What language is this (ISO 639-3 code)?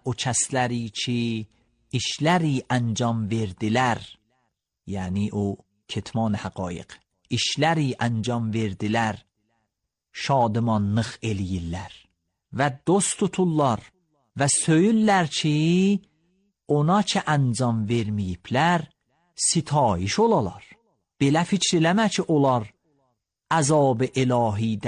aze